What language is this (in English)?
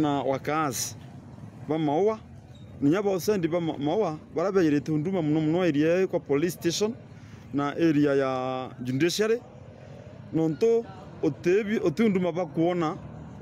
Meru